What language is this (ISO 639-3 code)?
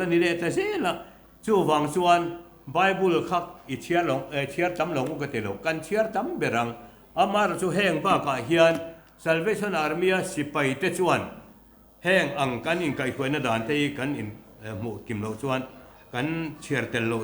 lus